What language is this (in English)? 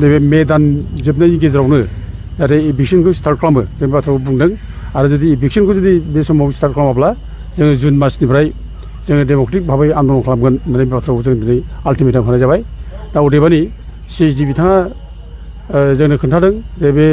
Bodo